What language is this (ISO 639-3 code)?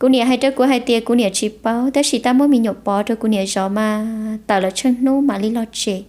hmn